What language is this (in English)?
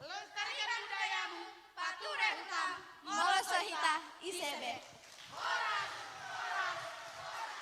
Batak Toba